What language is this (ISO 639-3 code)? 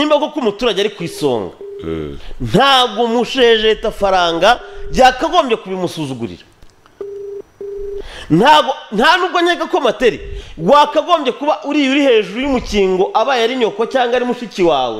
kin